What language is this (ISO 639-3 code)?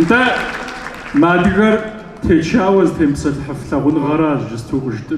kbd